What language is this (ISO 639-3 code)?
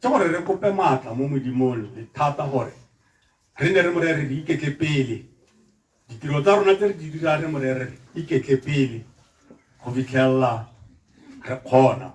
tsn